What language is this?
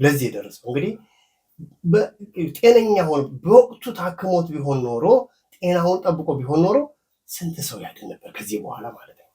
Amharic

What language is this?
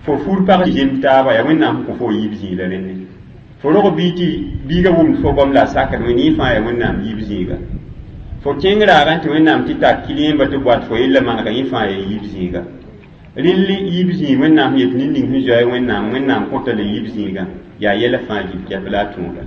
Mossi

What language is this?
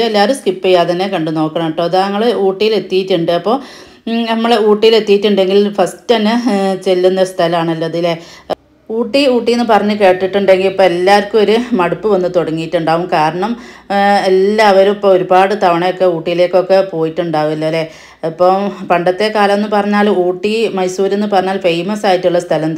Malayalam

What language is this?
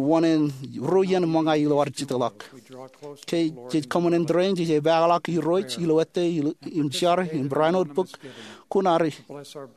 Marshallese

